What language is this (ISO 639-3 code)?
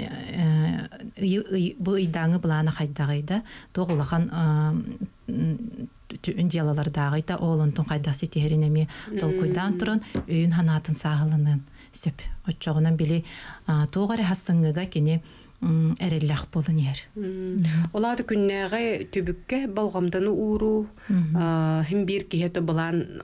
sah